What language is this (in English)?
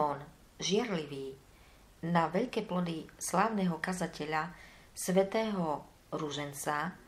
Slovak